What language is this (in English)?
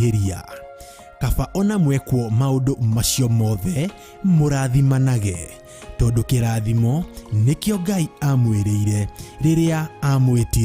Kikuyu